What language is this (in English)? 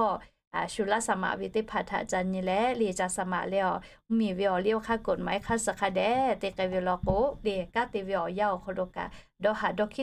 Lahu